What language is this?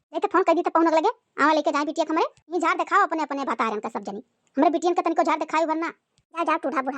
Awadhi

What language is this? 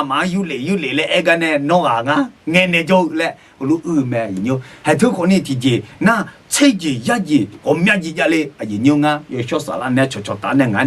Akha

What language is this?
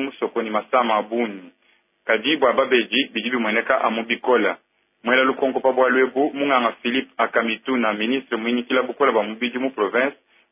Luba-Lulua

